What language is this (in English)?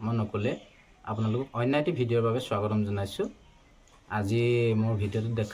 Assamese